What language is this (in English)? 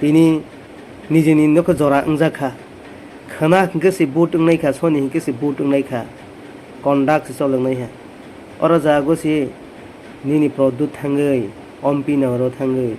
Kok Borok